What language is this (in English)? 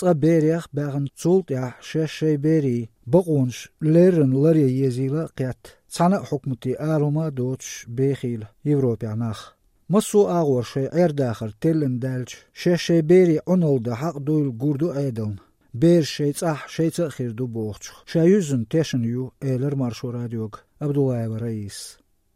Chechen